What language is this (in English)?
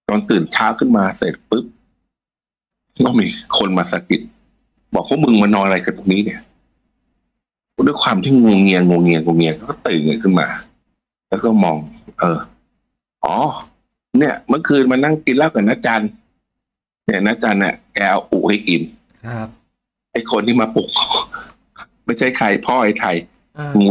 Thai